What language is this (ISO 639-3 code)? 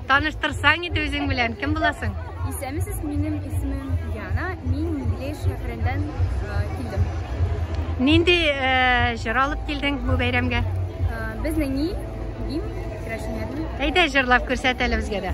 tat